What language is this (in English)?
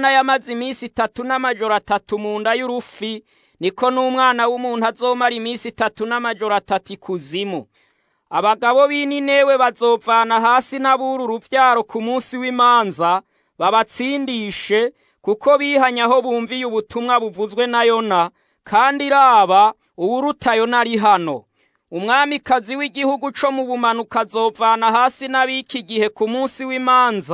Rundi